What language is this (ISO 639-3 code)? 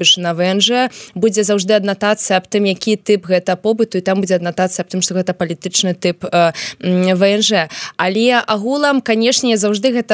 bel